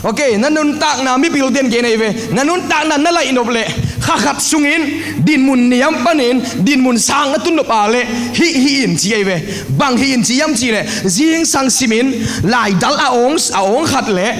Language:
Tedim Chin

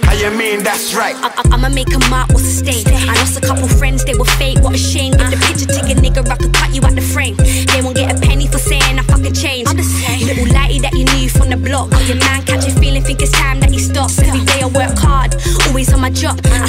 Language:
English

